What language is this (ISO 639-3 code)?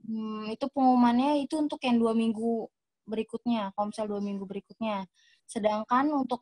ind